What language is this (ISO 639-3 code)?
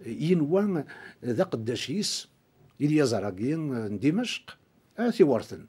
kab